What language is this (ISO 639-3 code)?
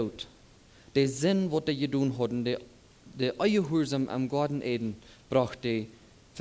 pdt